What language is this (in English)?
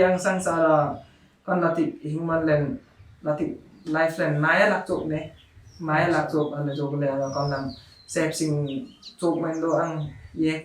Limbu